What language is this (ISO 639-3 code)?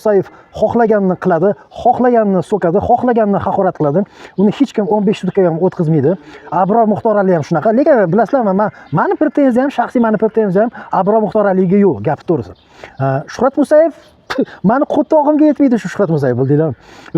uzb